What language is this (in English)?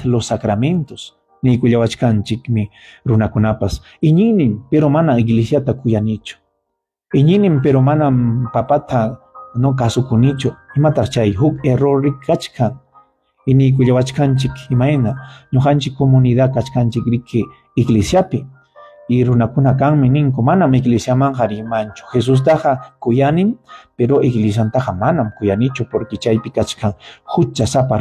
Ayacucho Quechua